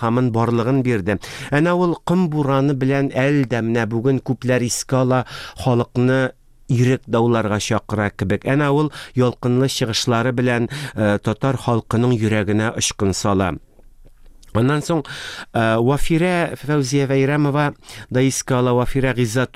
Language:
Tatar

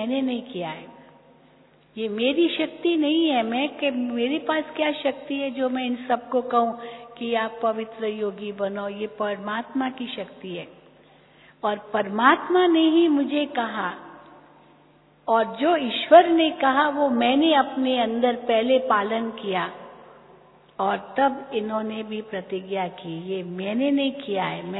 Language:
Hindi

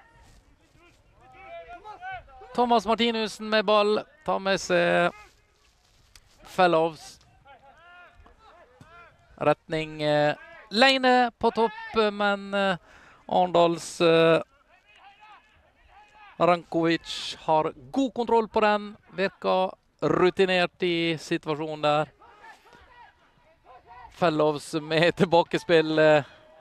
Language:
Norwegian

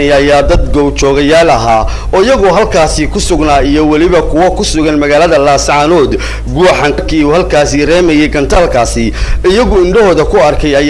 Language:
Somali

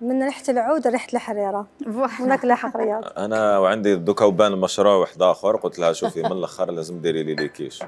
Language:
Algerian Arabic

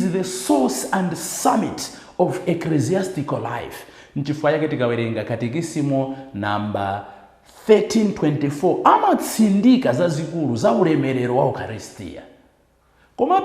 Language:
Nyanja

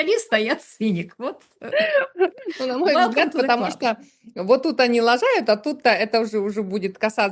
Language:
Russian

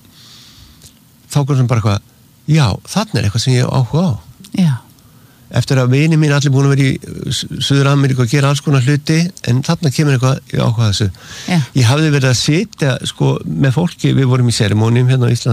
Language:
Icelandic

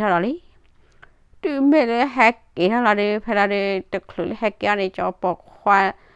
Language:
S'gaw Karen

